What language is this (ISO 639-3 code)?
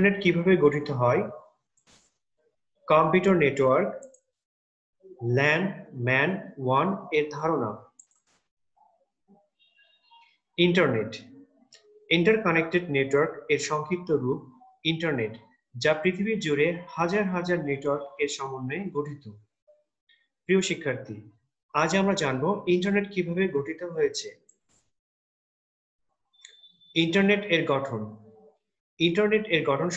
ben